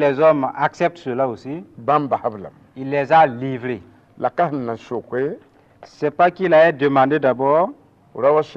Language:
Mossi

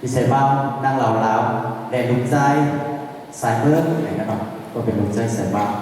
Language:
Shan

